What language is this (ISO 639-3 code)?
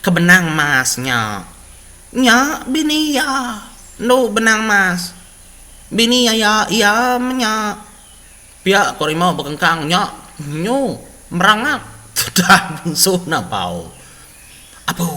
iba